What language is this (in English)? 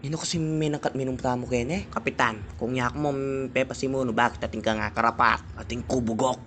Pampanga